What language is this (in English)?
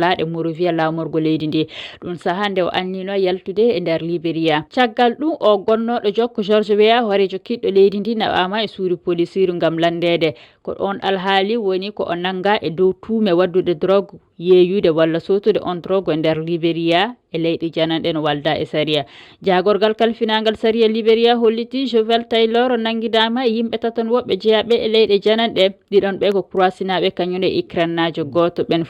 Fula